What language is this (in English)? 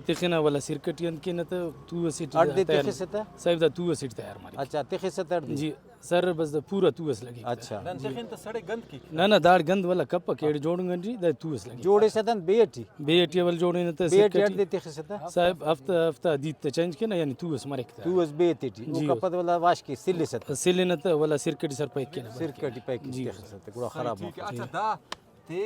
Brahui